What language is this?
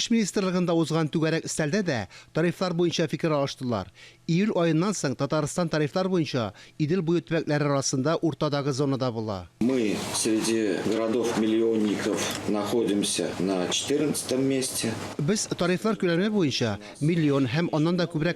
Tatar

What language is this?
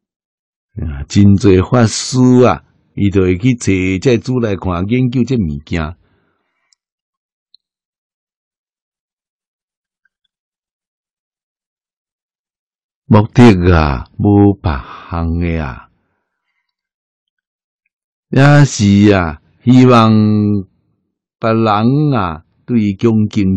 Min Nan Chinese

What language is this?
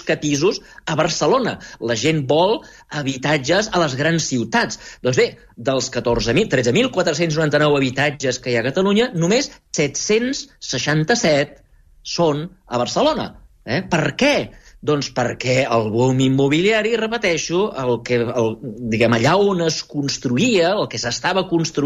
Catalan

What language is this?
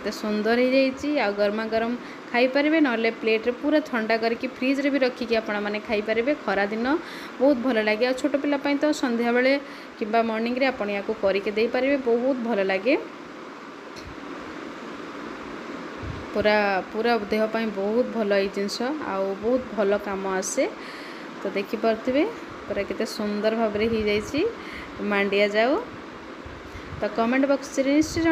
Odia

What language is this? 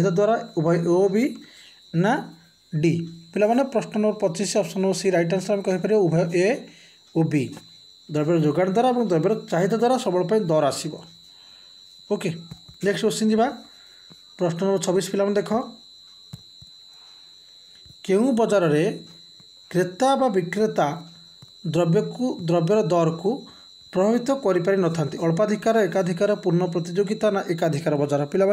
Odia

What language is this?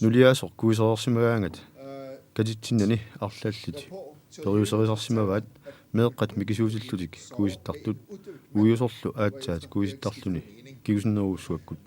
Kalaallisut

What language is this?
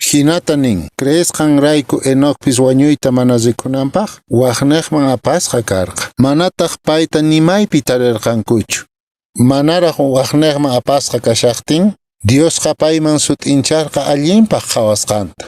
Quechua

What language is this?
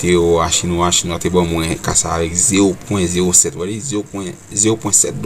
Haitian Creole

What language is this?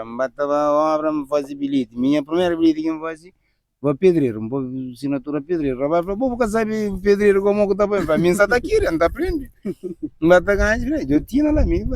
Kabuverdianu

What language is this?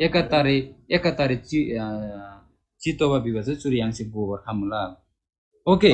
Eastern Tamang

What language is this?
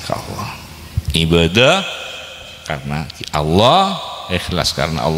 Madurese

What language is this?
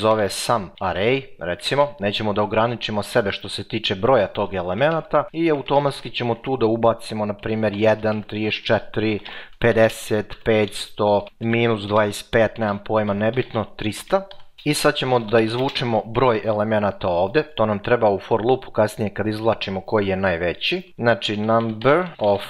Serbian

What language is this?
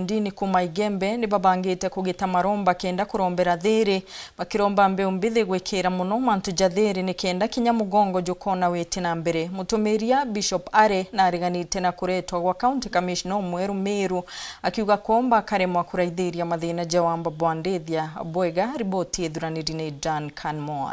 Meru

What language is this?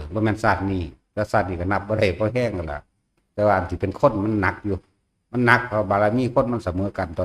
Northeastern Thai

